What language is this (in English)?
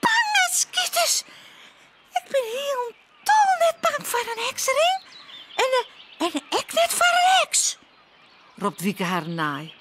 Western Frisian